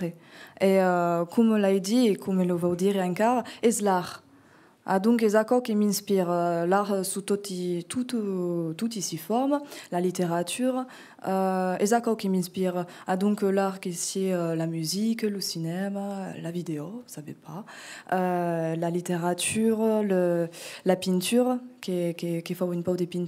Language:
Occitan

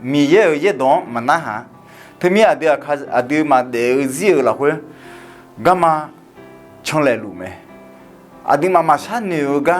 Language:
Akha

